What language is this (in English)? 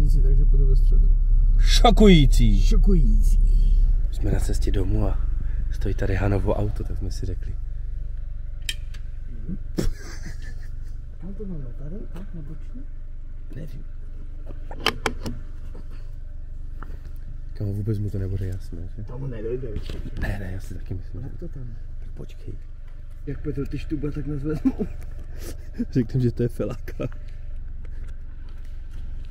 Czech